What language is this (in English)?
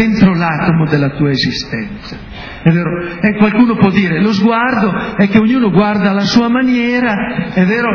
Italian